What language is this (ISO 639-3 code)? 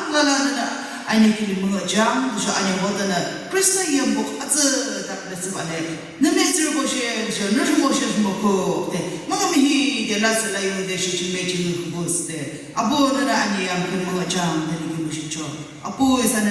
yim